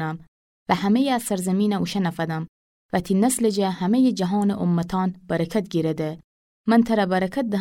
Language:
Gilaki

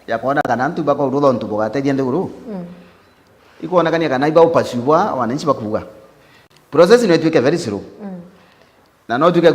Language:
Meru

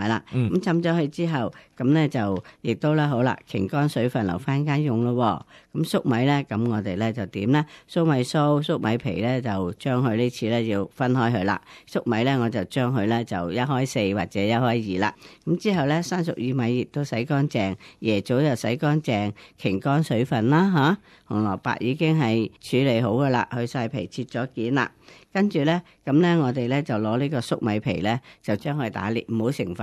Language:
Cantonese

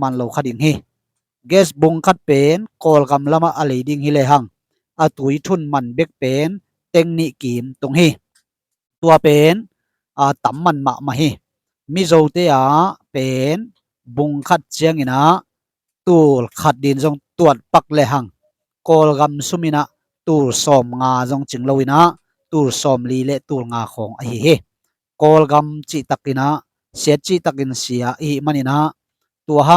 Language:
Tedim Chin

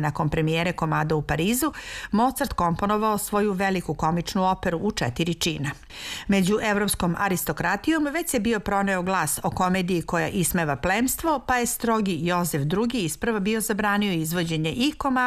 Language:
Serbian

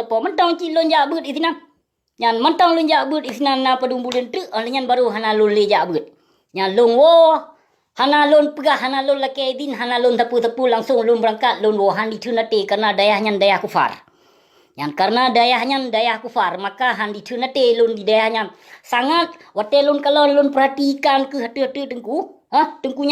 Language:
Achinese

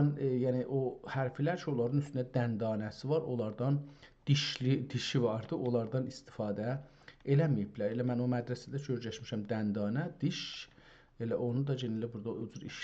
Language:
South Azerbaijani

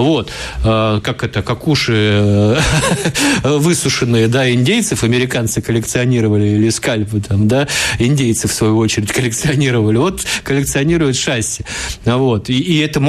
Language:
Russian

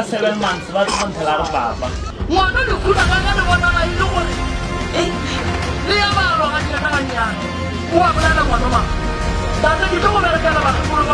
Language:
Northern Sotho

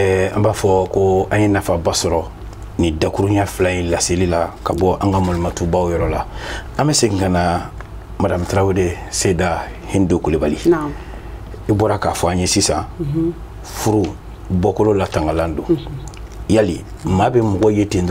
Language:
Bambara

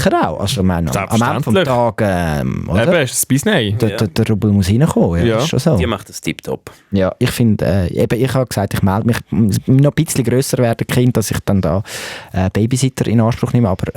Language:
Swiss German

